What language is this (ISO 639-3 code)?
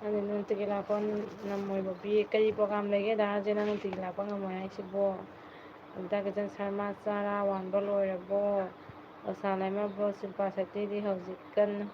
mni